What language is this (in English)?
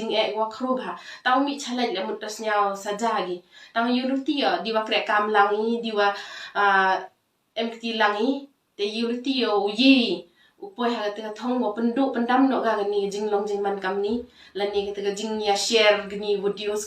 Khasi